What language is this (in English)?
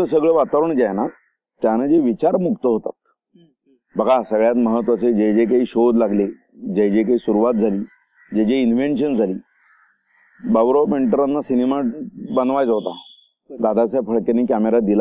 Marathi